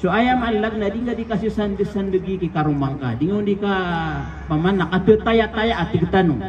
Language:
Maranao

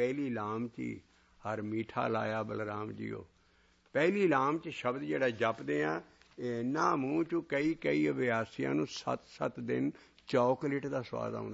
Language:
Punjabi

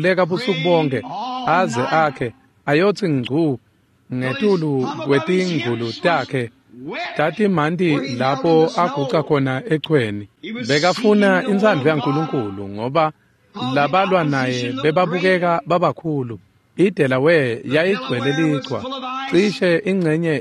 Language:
Swati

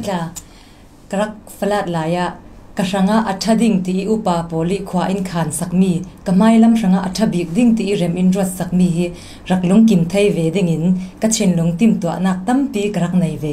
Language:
Falam Chin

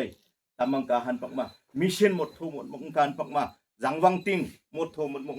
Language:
Wancho Naga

